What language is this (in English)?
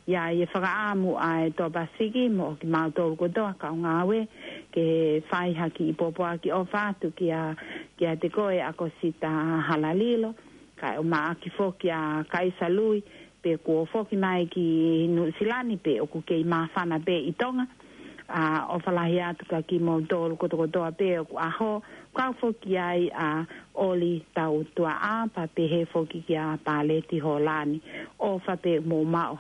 Tongan